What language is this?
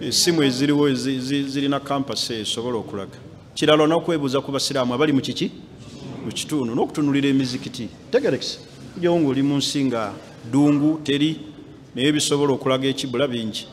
Ganda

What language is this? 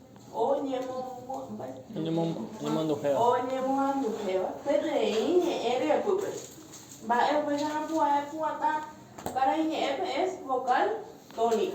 Guarani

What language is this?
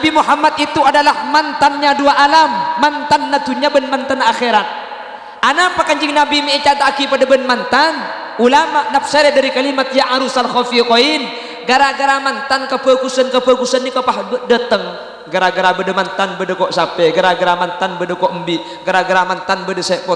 Madurese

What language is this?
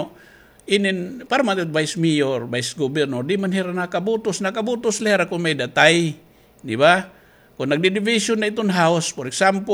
Waray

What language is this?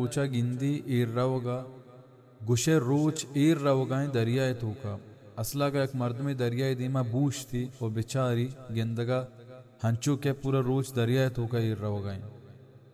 Baluchi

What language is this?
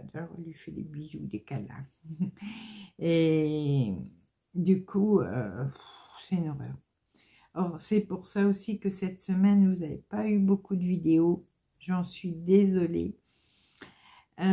French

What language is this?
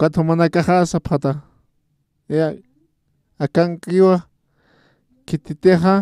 Aymara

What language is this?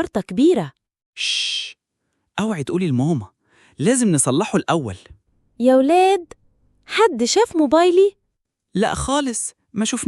Egyptian Arabic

